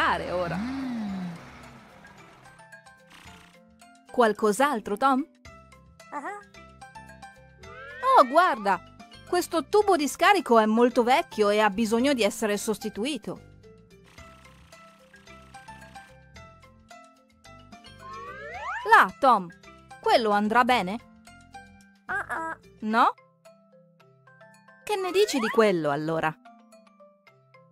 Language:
Italian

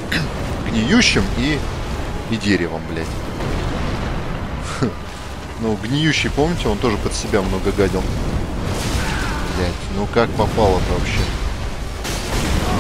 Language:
Russian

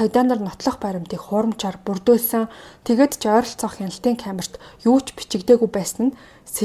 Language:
Mongolian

